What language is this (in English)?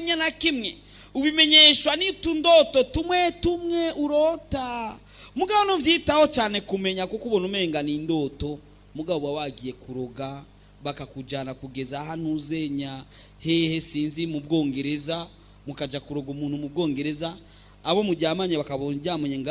Rundi